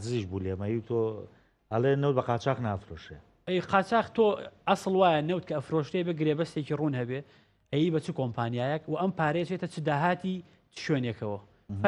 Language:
Central Kurdish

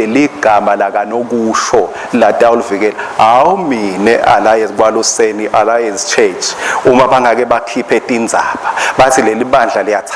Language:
Swati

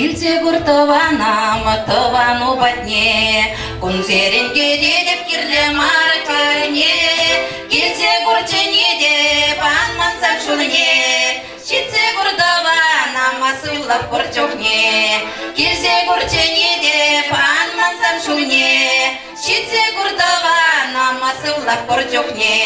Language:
Chuvash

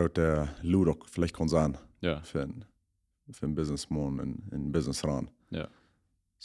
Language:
Plautdietsch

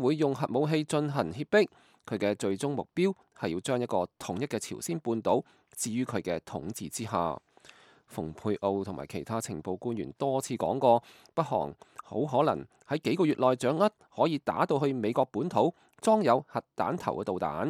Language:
Cantonese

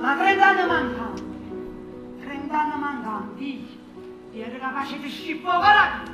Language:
Neapolitan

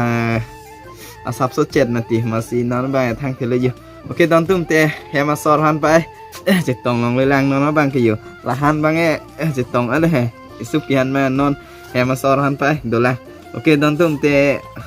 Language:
Karbi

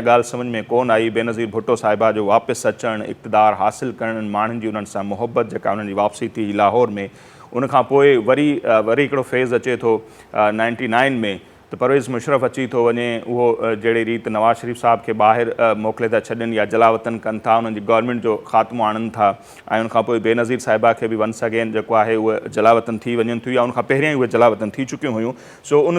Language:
Sindhi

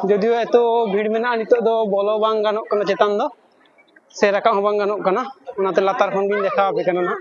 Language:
Santali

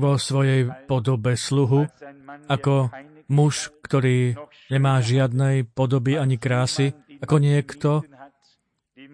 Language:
Slovak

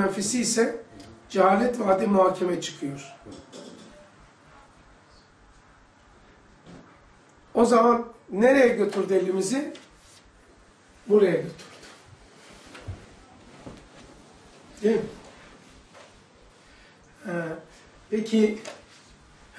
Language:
Turkish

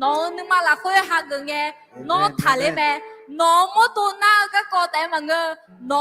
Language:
Akha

